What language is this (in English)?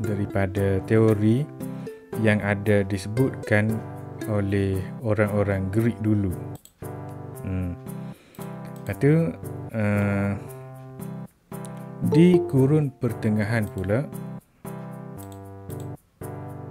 Malay